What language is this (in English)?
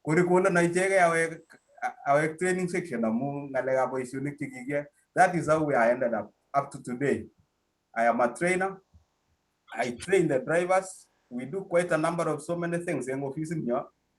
Kalenjin